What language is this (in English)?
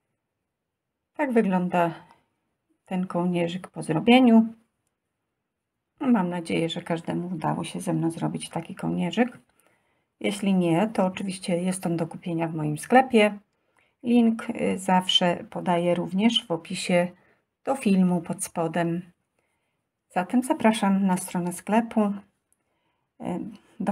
Polish